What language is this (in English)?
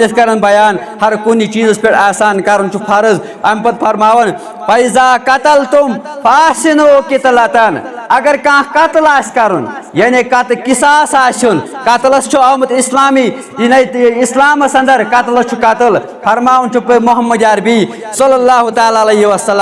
Kashmiri